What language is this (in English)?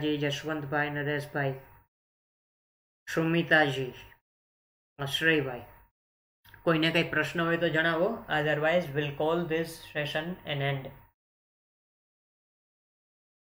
Gujarati